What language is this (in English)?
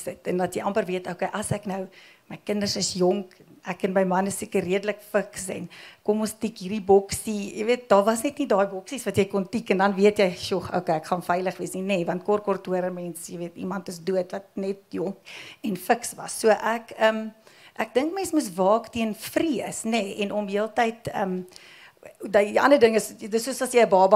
Afrikaans